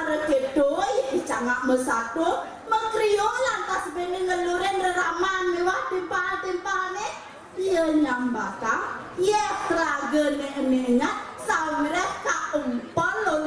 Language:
Balinese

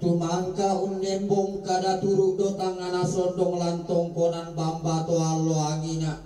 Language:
Toraja-Sa'dan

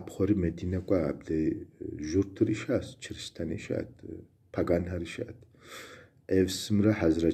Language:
Kabardian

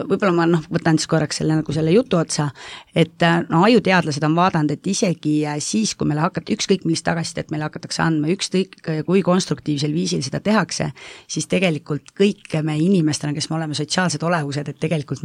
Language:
Estonian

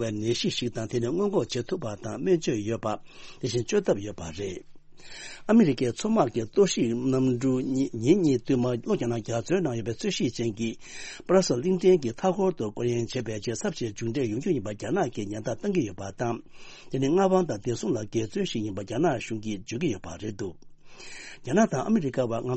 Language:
Tibetan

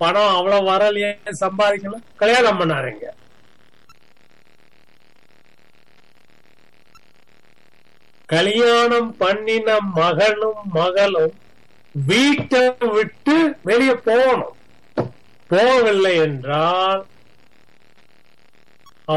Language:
Tamil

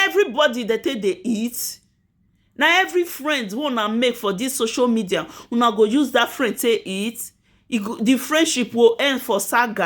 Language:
Nigerian Pidgin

